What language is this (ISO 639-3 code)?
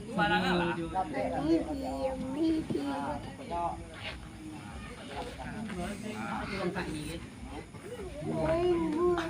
min